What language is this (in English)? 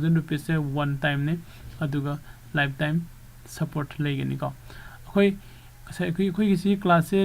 Manipuri